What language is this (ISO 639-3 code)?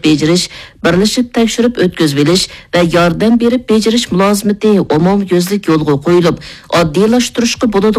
uig